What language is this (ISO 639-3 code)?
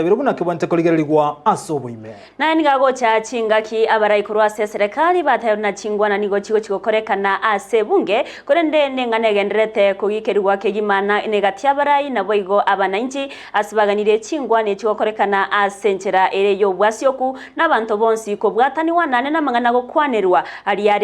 guz